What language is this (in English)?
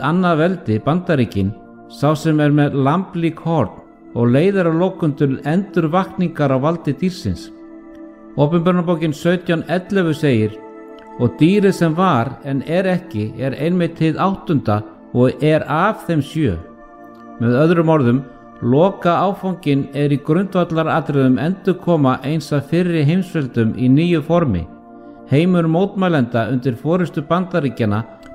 Icelandic